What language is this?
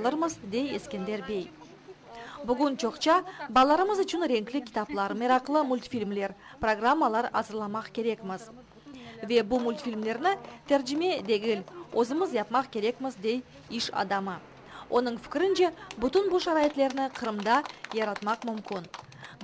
Crimean Tatar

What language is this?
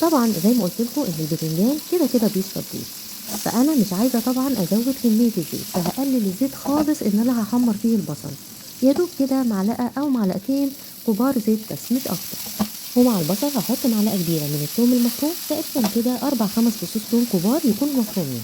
Egyptian Arabic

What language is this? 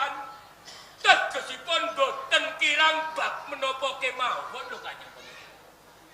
Javanese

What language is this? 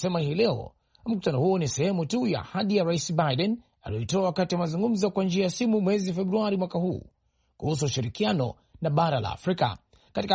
Swahili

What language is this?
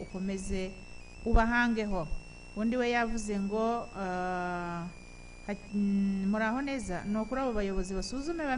Kinyarwanda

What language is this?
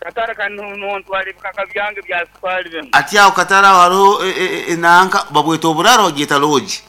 Nyankole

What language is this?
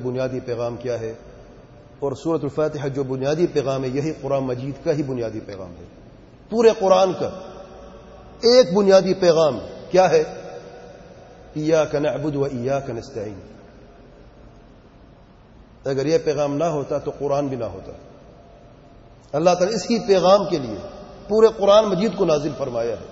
Urdu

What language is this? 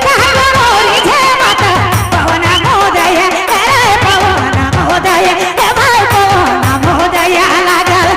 Sadri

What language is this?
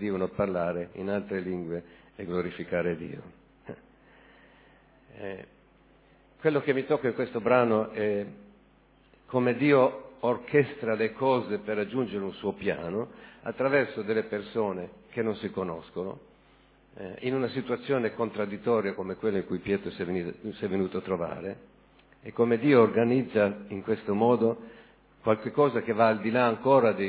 Italian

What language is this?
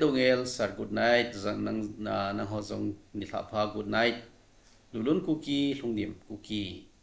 Thado Chin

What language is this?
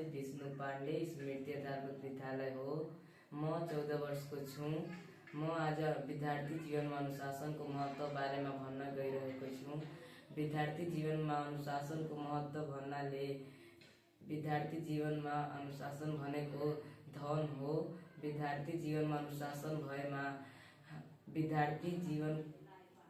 Nepali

